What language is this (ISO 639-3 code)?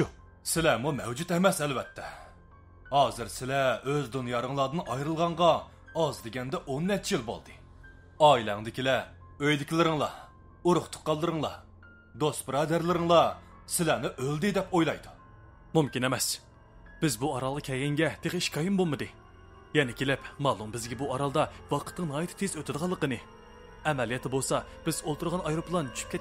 uig